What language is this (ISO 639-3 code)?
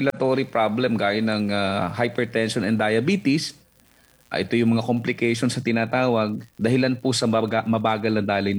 fil